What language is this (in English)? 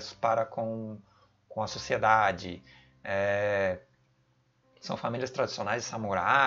Portuguese